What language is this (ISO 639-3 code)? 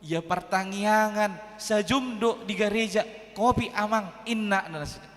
bbc